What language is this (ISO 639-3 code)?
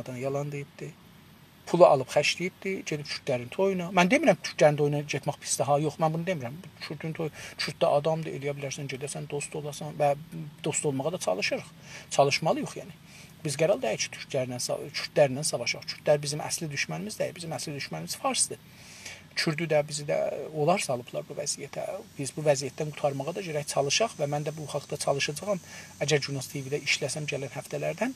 azb